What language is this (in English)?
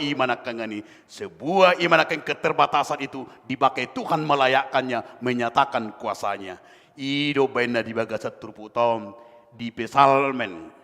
Batak Toba